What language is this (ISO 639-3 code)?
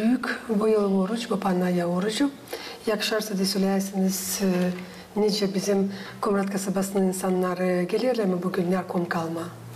gag